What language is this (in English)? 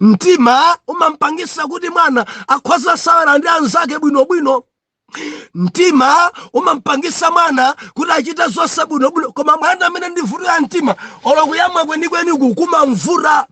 Nyanja